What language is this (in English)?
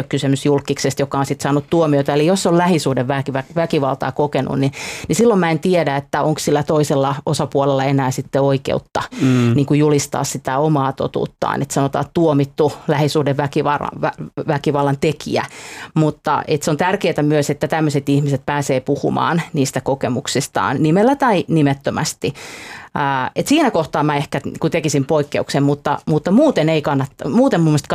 Finnish